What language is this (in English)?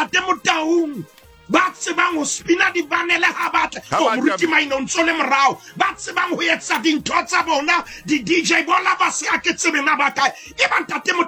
Southern Sotho